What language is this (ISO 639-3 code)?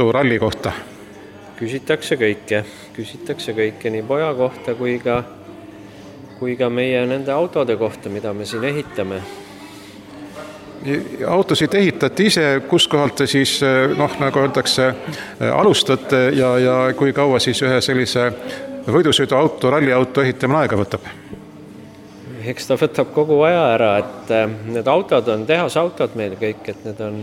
est